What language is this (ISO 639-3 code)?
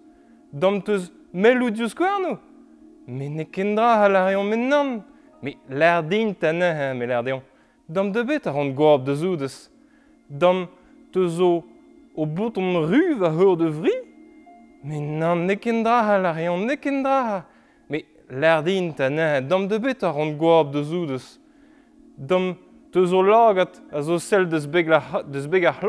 bre